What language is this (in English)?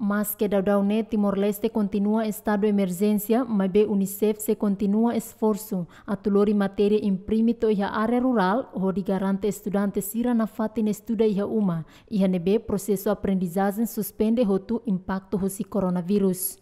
Tetum